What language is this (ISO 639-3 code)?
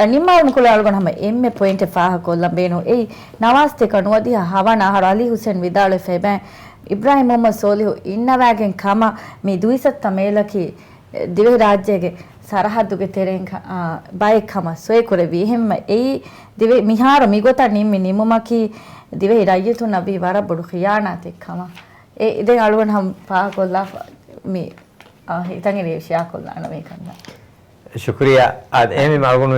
div